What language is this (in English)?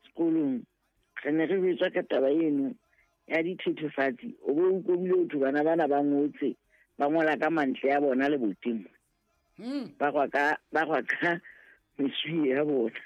Southern Sotho